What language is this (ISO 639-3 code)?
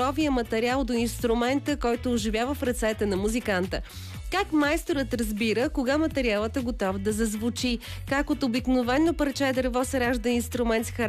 bul